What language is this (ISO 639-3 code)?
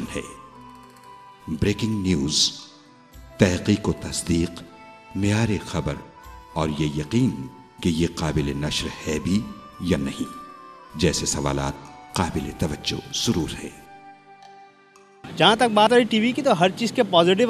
urd